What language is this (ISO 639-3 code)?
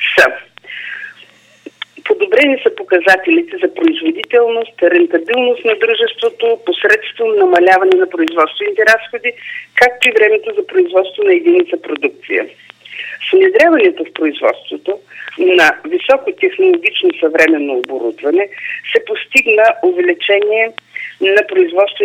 bul